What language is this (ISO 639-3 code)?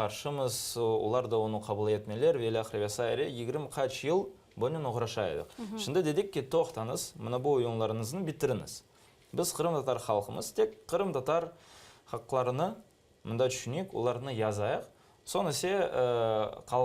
crh